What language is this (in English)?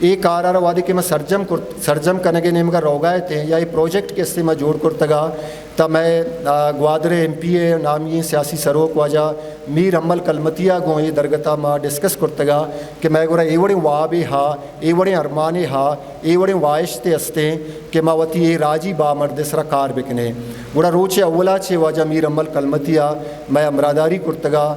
Eastern Balochi